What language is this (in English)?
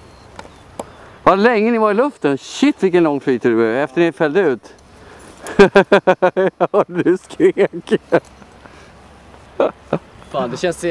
Swedish